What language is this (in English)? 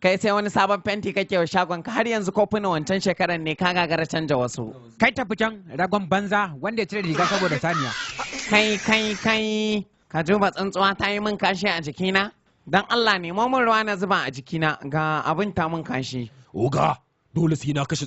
Hausa